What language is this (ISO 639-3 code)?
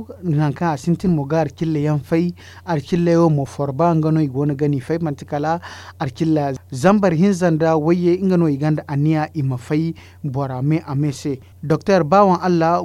dje